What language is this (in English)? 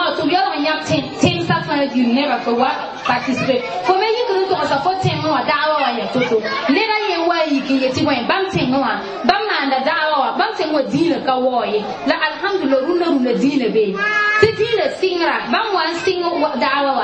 Mossi